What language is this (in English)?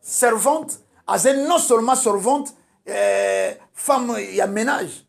Lingala